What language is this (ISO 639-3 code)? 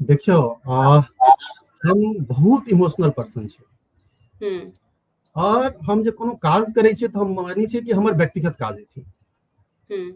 mai